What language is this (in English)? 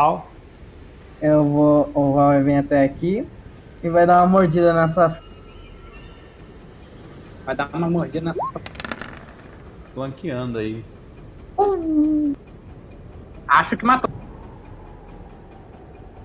Portuguese